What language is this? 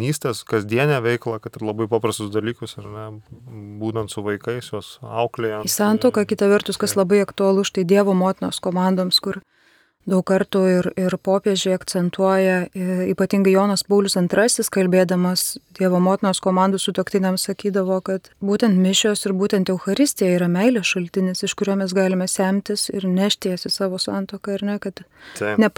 Lithuanian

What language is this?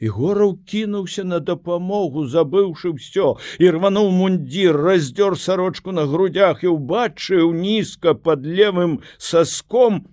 Belarusian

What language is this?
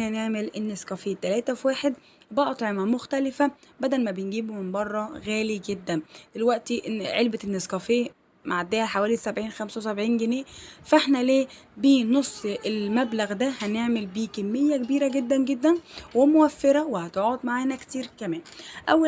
Egyptian Arabic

